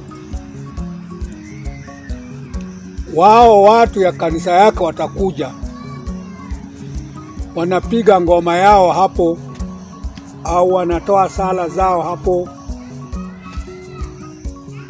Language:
Swahili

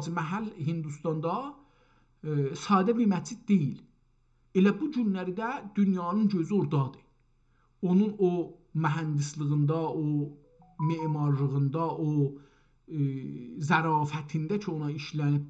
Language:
South Azerbaijani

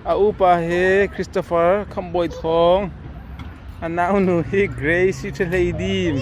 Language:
Hakha Chin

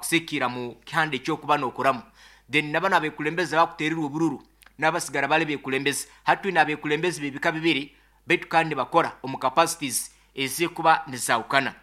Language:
Nyankole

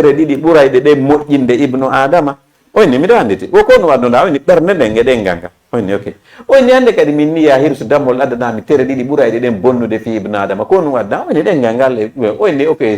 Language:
Fula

